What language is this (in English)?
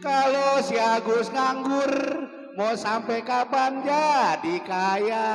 Betawi